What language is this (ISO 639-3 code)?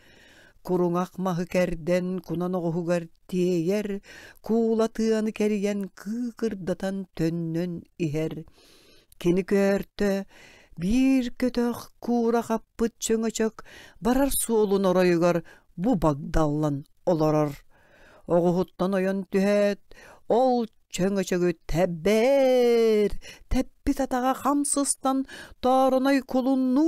sah